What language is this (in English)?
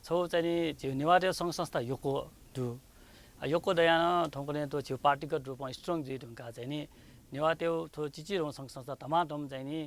Newari